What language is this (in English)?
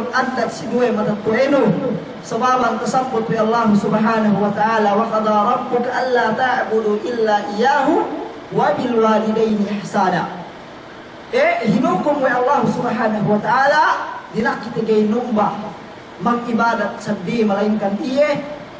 Yakan